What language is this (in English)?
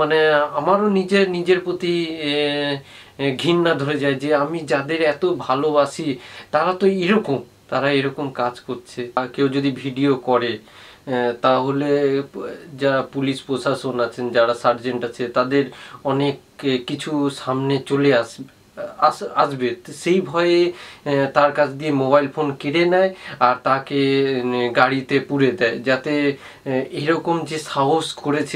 Bangla